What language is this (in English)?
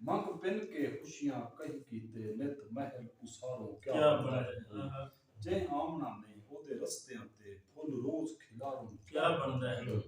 Saraiki